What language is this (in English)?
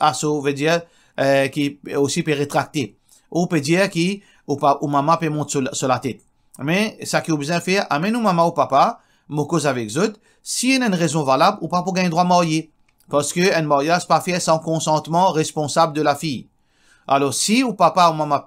Morisyen